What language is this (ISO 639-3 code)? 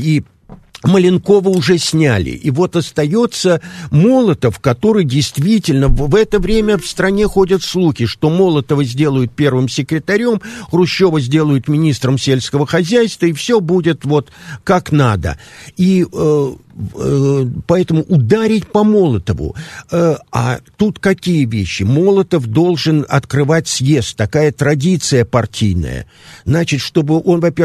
rus